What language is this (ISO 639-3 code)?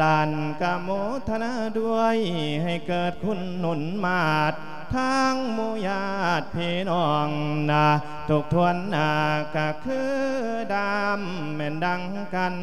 lao